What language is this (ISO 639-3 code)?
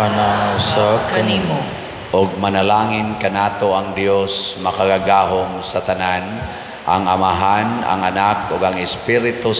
ceb